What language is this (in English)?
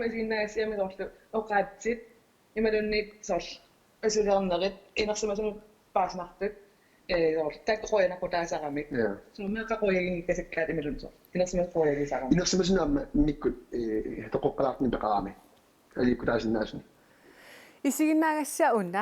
Kalaallisut